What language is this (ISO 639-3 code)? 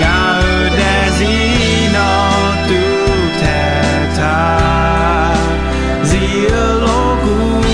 ahk